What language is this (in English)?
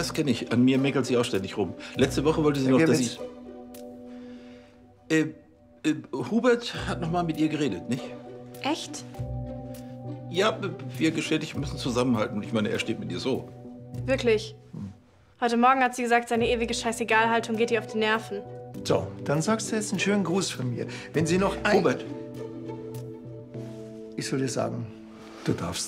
German